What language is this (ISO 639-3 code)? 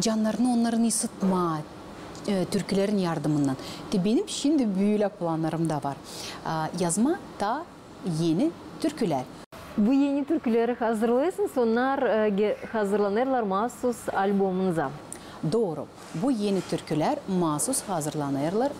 gag